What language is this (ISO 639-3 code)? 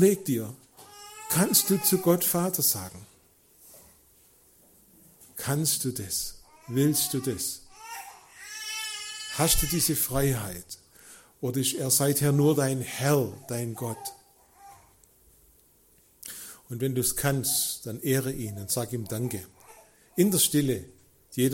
deu